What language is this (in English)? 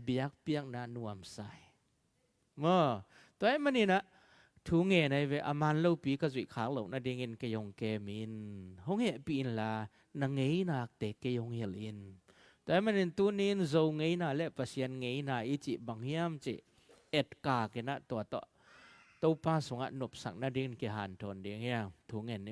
Tedim Chin